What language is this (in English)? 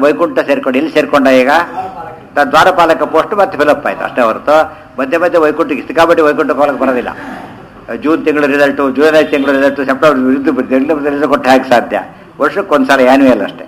Kannada